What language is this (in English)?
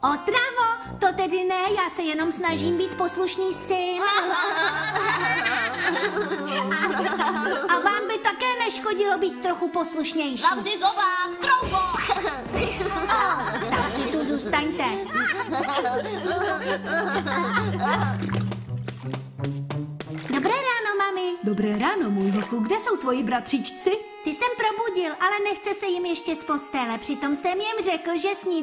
Czech